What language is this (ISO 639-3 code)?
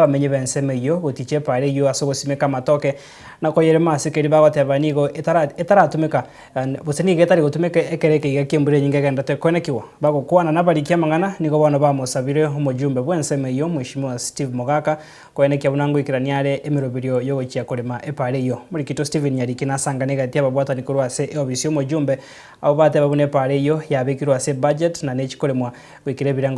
guz